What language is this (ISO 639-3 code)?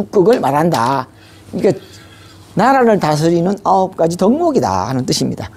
kor